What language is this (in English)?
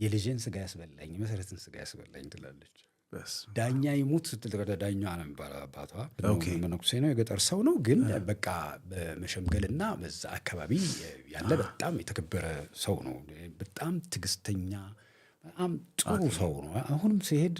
Amharic